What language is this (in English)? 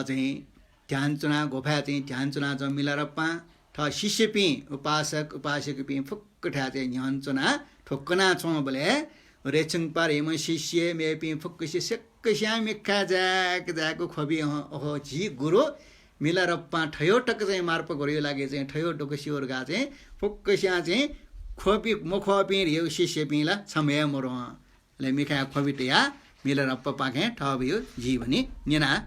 Newari